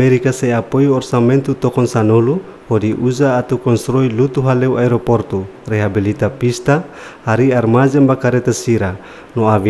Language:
Tetum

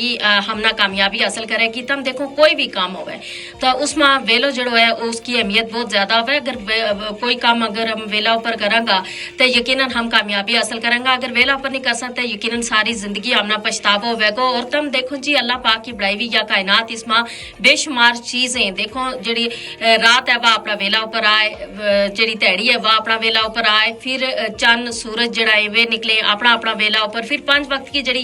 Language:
Gujari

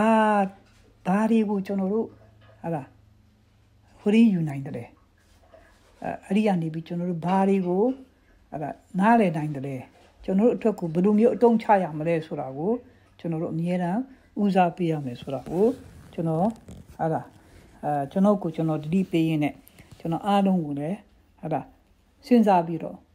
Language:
Burmese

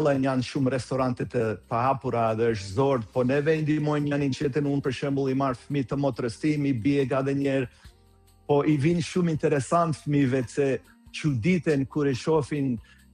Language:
Albanian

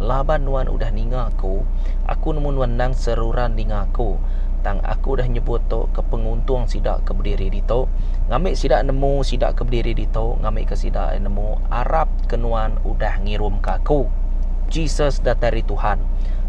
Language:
Iban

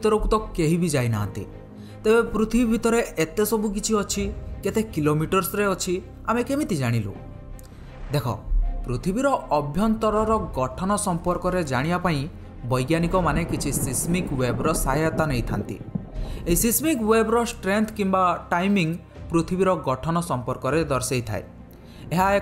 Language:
Odia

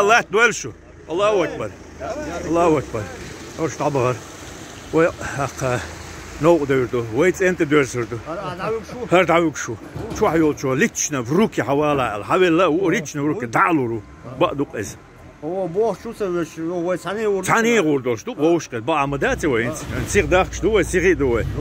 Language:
Chechen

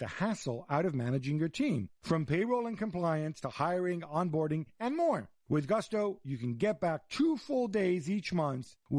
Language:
English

